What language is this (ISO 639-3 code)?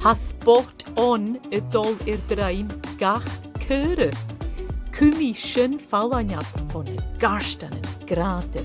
gla